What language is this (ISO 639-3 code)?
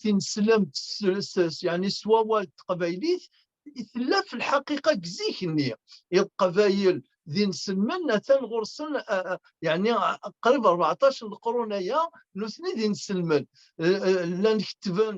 kab